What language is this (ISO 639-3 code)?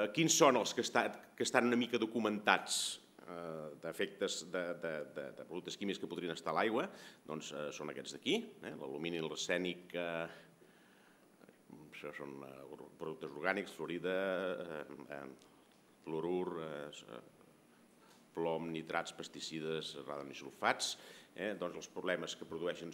cat